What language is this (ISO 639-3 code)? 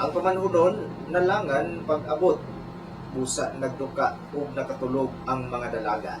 ceb